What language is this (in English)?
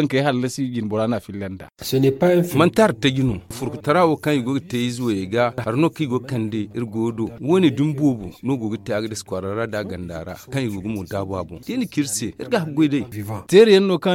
Zarma